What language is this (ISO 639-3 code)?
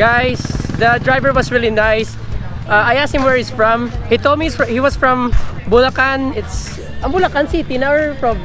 hil